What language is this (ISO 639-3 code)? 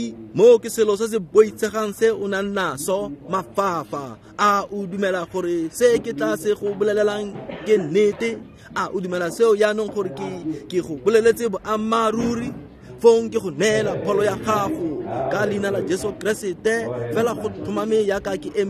tsn